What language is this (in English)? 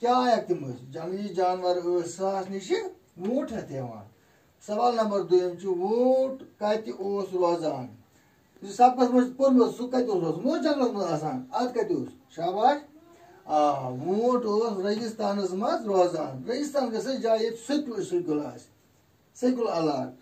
Kashmiri